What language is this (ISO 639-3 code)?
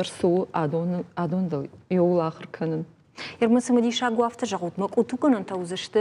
oss